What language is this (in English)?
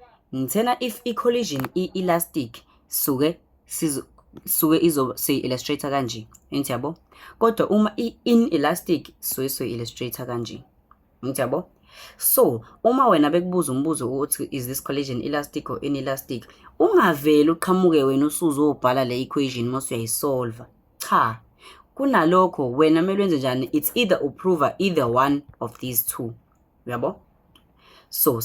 Zulu